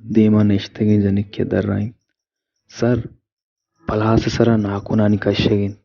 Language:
Baluchi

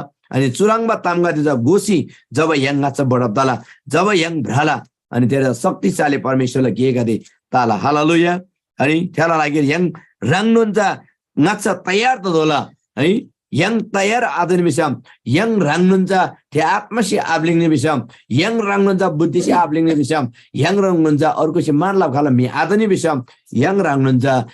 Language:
Eastern Tamang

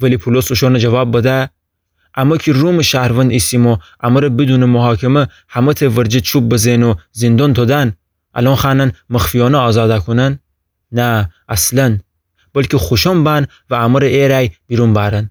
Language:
Gilaki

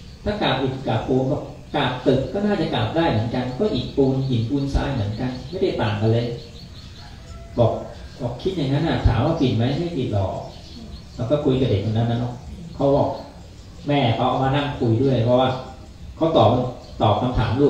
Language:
Thai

